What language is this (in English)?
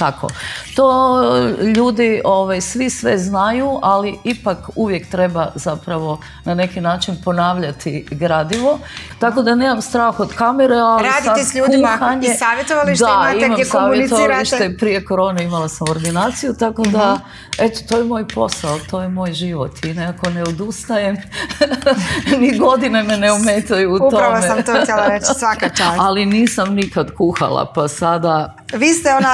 Croatian